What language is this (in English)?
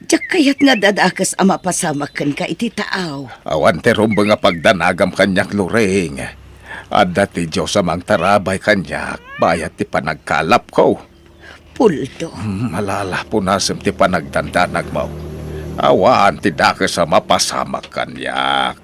Iloko